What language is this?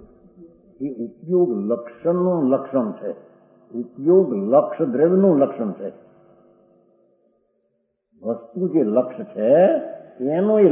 Gujarati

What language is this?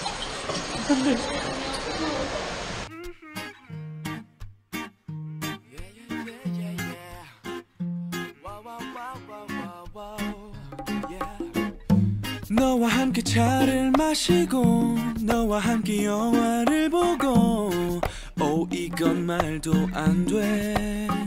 Korean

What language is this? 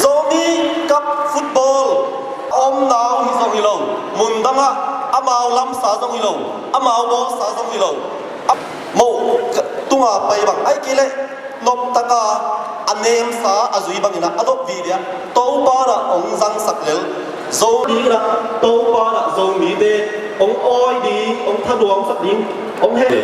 Tedim Chin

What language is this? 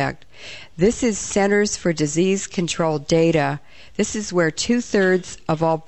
English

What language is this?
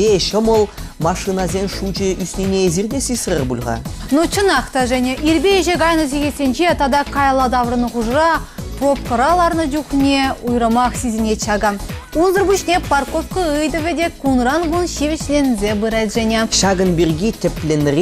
Chuvash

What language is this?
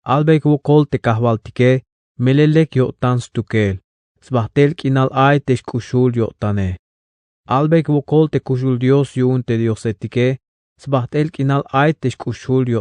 Tzeltal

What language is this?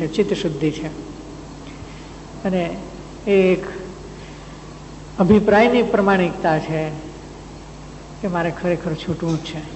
Gujarati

